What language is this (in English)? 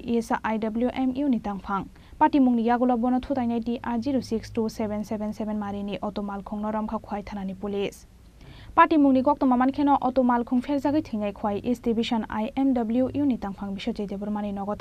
Kok Borok